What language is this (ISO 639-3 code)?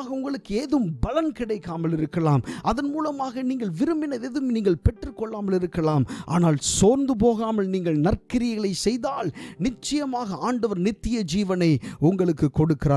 tam